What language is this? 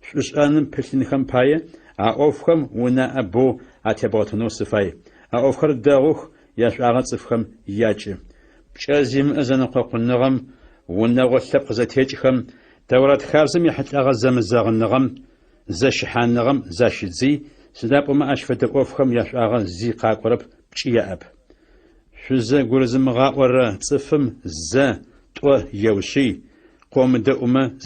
Adyghe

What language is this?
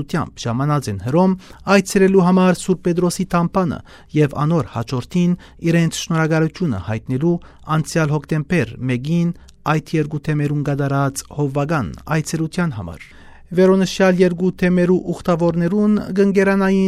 Western Armenian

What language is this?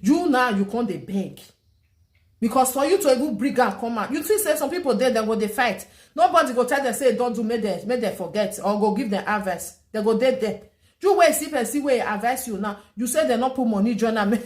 Nigerian Pidgin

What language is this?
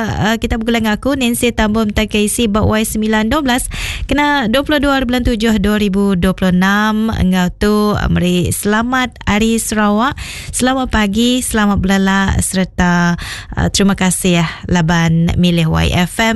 Iban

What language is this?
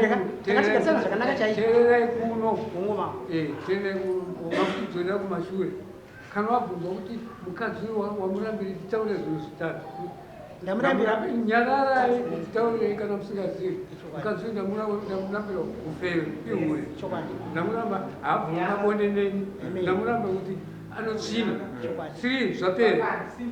Shona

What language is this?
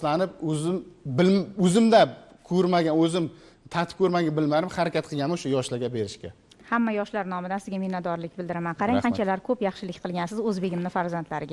Uzbek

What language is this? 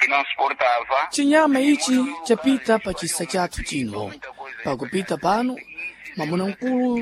Sena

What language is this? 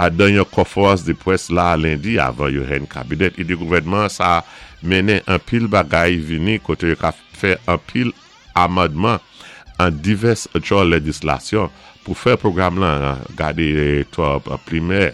Saint Lucian Creole French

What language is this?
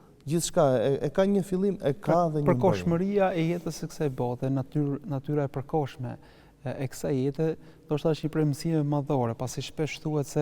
Albanian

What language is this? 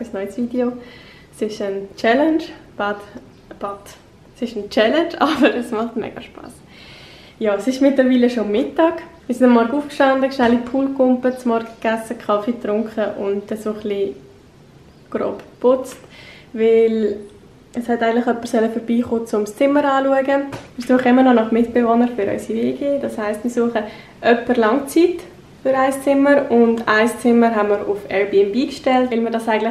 Swiss German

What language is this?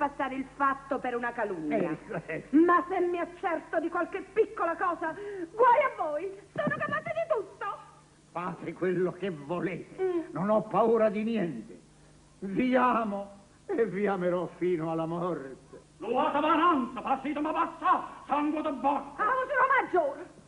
Neapolitan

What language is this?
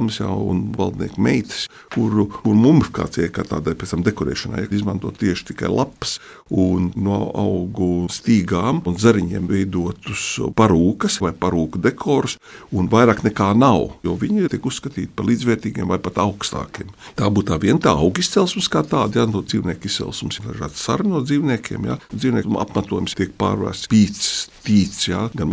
Latvian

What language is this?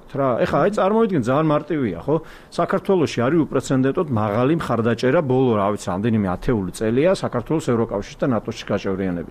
Georgian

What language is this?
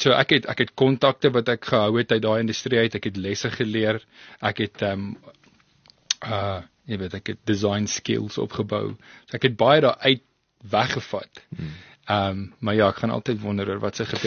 Afrikaans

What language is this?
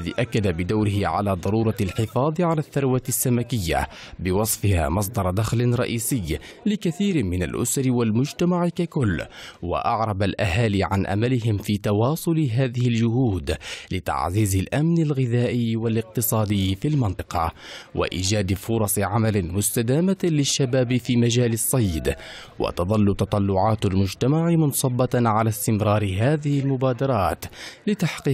Arabic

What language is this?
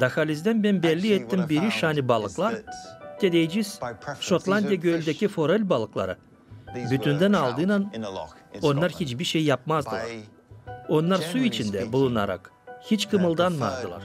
Gagauz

